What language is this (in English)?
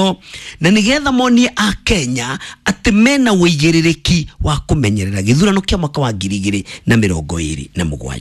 Kikuyu